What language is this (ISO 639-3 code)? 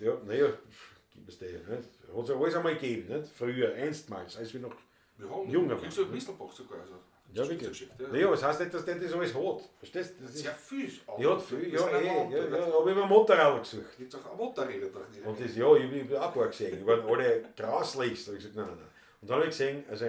bar